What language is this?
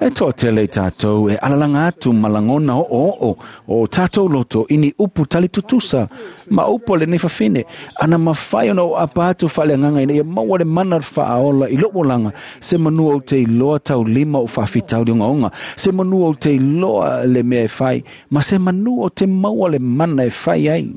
Samoan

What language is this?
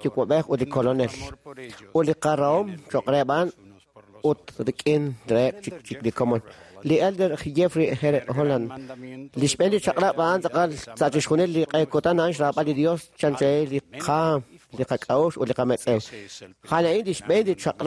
Kekchí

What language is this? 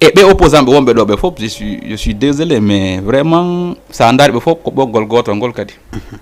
Fula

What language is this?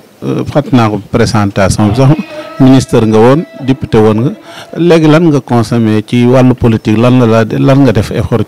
Wolof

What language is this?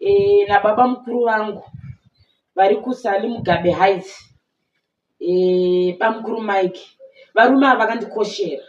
Shona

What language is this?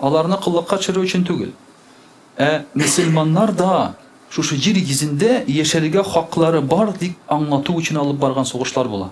Tatar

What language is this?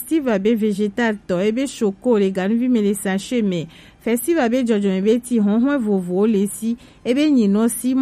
Gen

